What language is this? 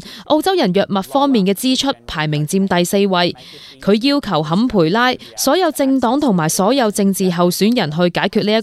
Cantonese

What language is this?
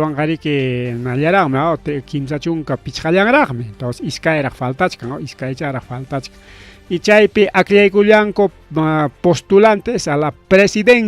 Ayacucho Quechua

